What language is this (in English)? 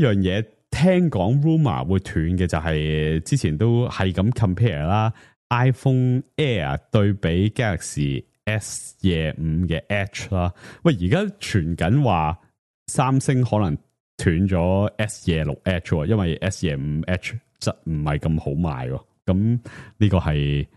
Cantonese